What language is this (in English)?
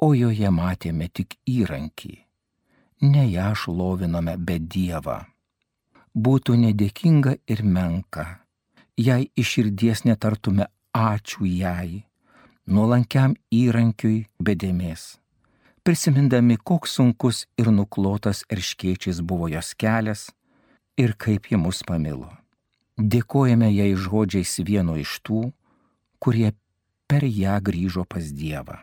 Lithuanian